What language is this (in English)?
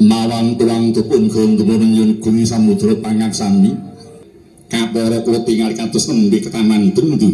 Javanese